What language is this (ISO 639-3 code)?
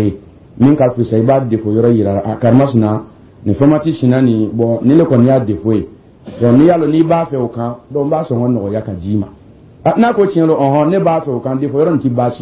dyu